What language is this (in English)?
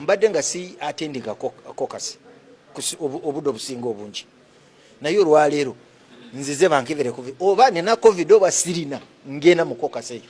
Ganda